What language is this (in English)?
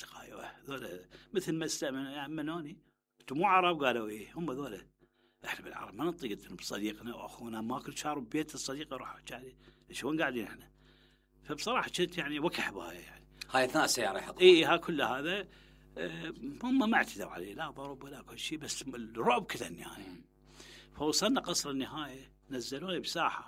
Mesopotamian Arabic